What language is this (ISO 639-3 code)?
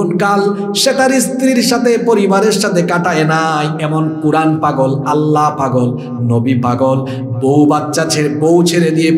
ben